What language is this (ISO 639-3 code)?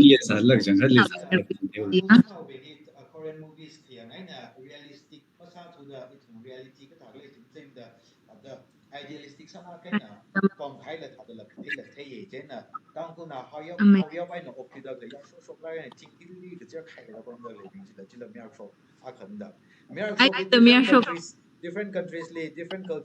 nmf